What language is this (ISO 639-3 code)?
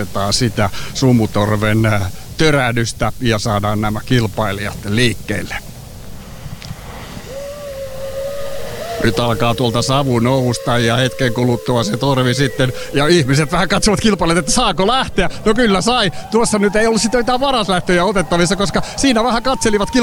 fin